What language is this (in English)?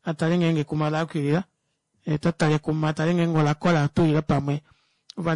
Kuanyama